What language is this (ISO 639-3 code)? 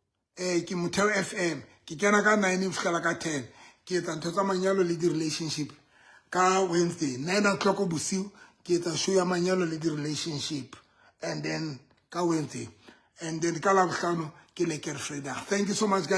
sot